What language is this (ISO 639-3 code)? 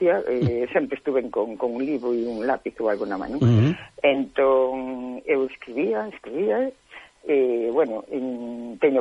glg